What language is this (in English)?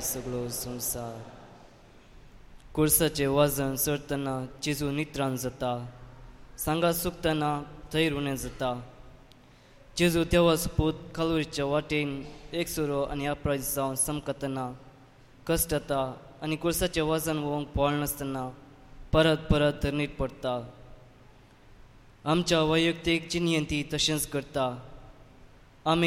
Konkani